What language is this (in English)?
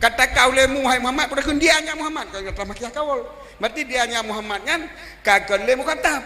Achinese